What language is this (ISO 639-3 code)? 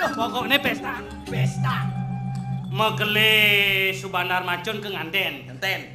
ban